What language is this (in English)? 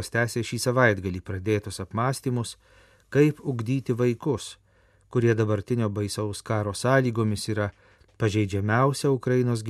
Lithuanian